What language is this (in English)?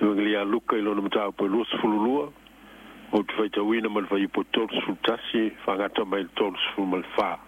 Samoan